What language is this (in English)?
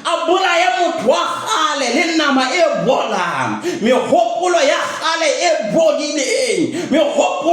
Southern Sotho